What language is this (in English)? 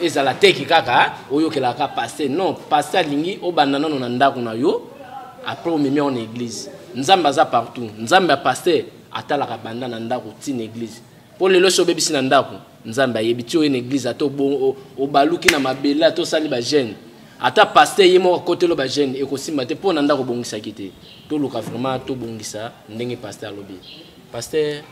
Lingala